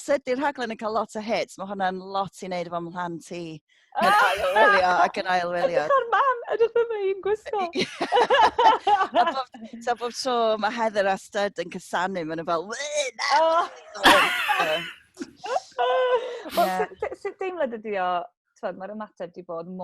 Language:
Welsh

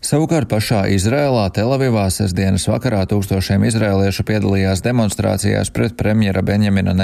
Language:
Latvian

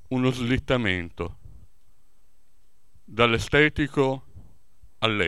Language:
Italian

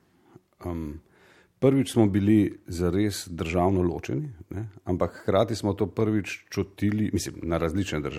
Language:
Slovenian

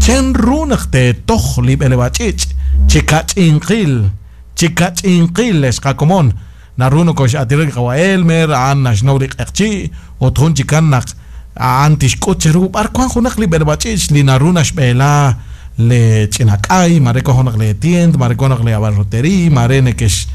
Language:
Kekchí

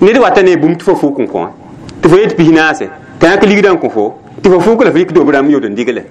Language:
Mossi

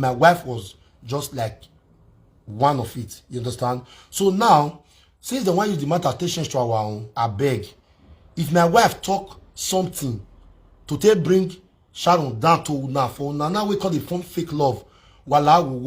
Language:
Nigerian Pidgin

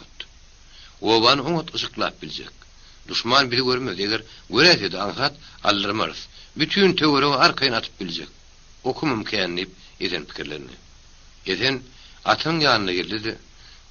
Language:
Turkmen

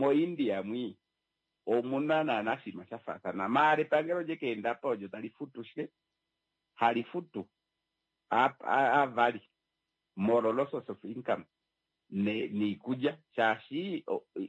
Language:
Kuanyama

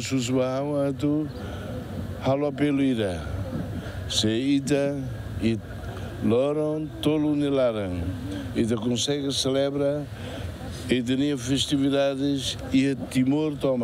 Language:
Tetum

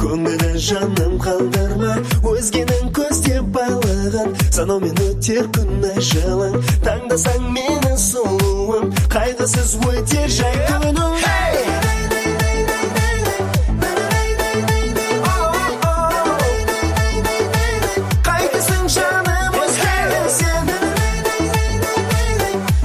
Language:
Kazakh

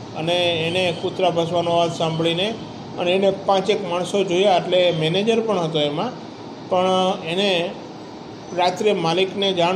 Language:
Gujarati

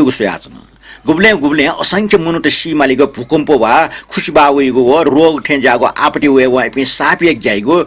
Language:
Newari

